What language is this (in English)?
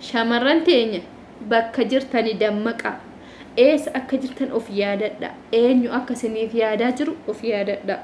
Oromo